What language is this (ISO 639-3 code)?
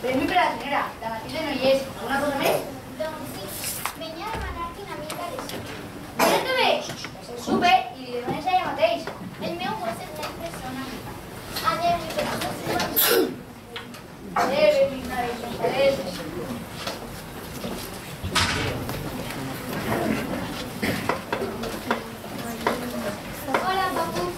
cat